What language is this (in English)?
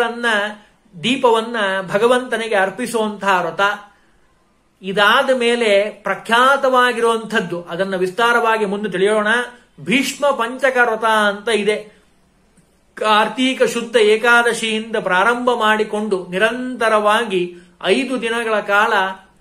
Kannada